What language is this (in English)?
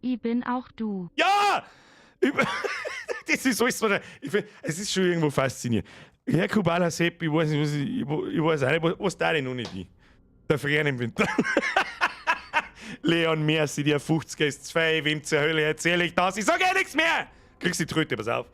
Bavarian